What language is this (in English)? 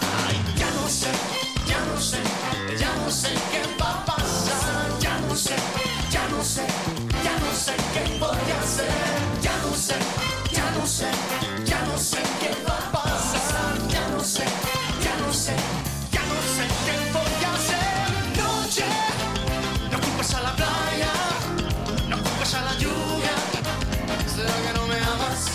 Spanish